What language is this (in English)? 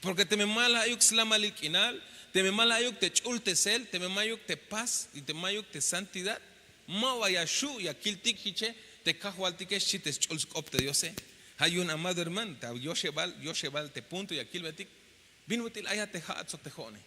Tzeltal